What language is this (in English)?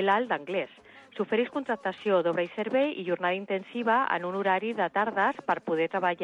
Catalan